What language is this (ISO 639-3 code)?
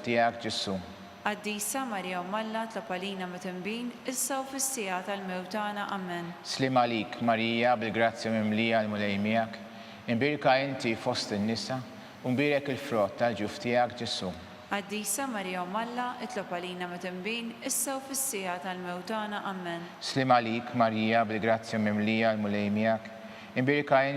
mlt